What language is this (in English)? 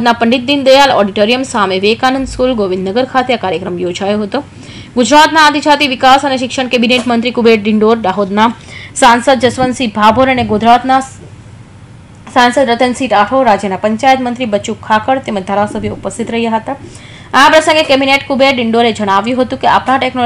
Gujarati